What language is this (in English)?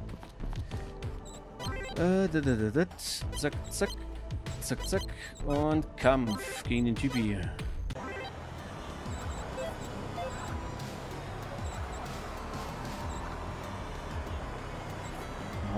German